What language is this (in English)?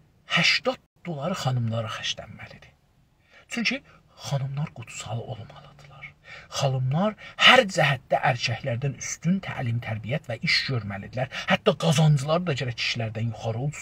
South Azerbaijani